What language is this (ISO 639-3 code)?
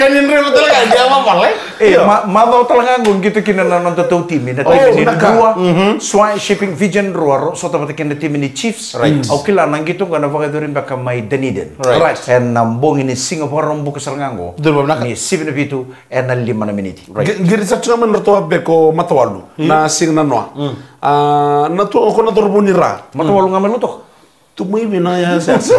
fij